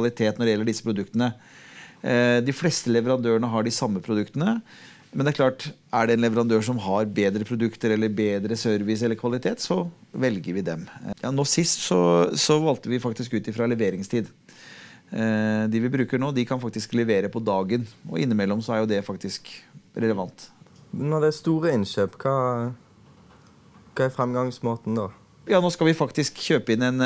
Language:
Norwegian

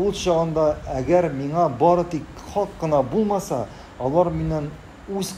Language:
Tatar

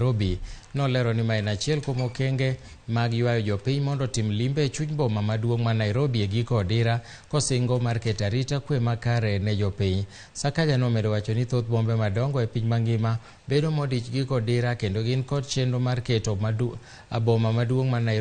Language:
Luo (Kenya and Tanzania)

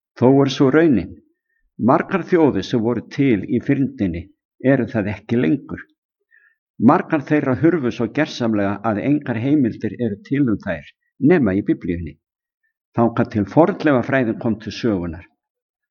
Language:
Icelandic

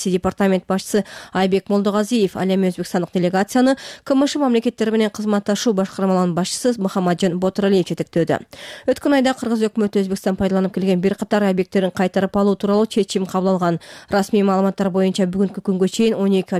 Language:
Kyrgyz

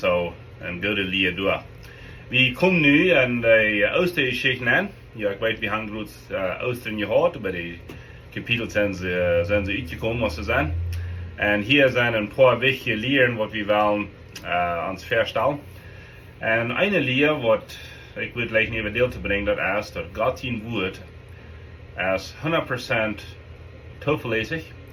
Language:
Plautdietsch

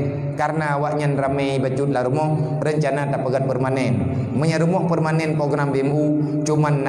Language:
Achinese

